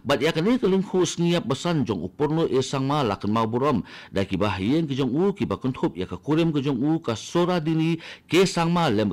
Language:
Khasi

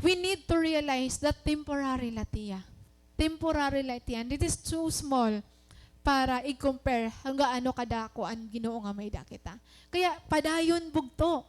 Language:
Waray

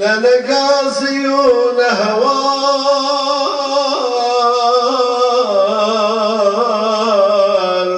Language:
Kurdish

